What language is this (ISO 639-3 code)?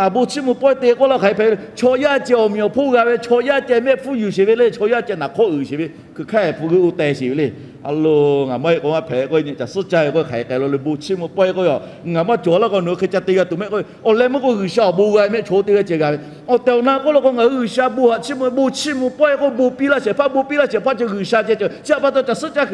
lhu